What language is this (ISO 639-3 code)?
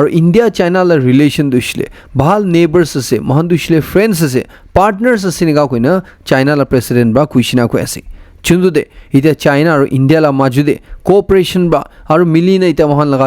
nag